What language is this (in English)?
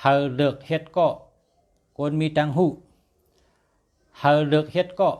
Shan